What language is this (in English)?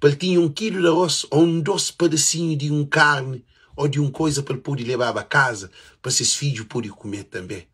Kabuverdianu